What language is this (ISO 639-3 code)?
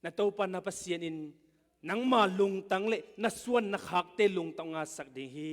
ctd